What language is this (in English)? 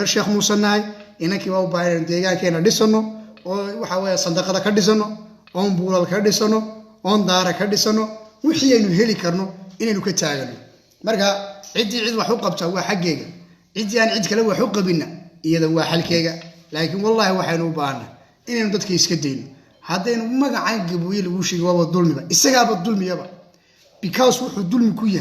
Somali